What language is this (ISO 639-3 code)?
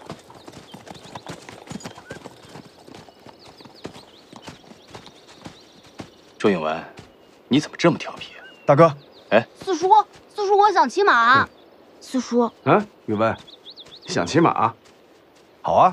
zho